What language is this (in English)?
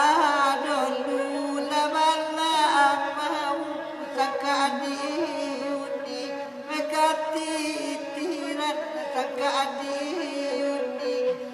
Minangkabau